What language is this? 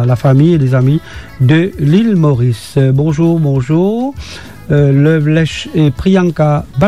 Morisyen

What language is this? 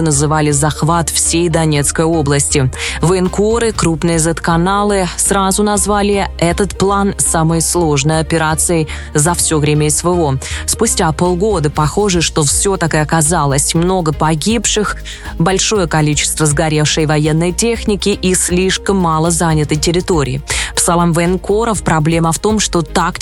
Russian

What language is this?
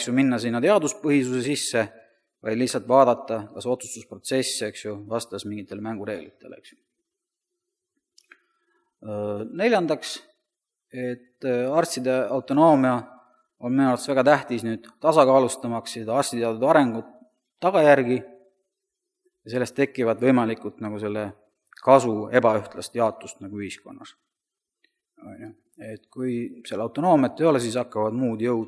Estonian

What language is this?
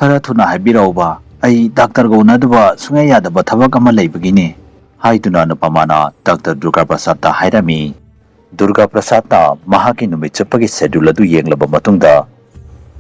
Manipuri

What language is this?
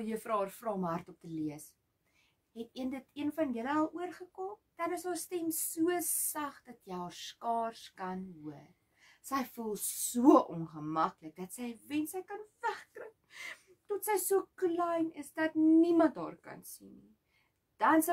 Afrikaans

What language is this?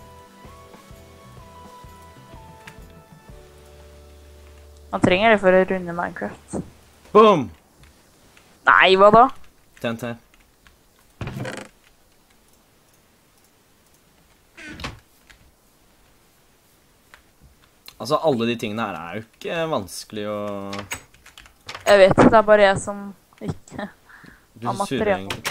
Norwegian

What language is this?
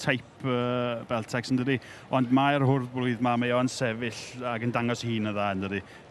Welsh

